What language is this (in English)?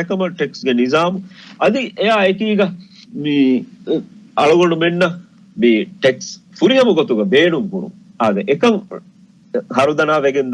Divehi